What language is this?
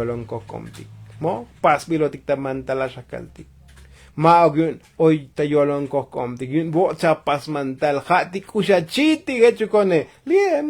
Tzotzil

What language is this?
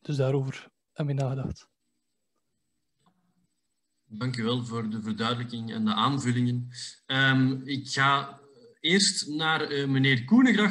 Dutch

